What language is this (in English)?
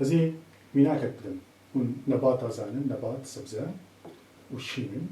Kurdish